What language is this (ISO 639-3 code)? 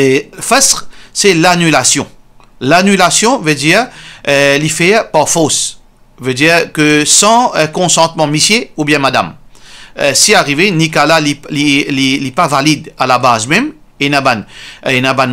mfe